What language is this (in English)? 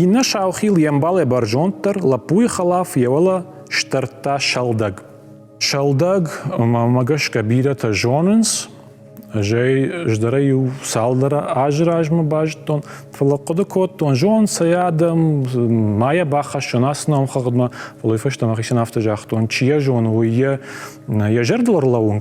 Ossetic